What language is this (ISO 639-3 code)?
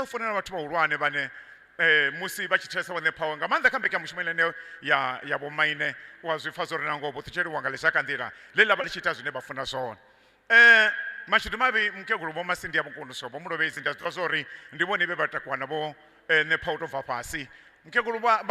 ven